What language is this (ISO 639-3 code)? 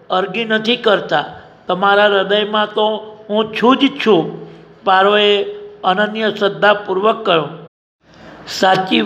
guj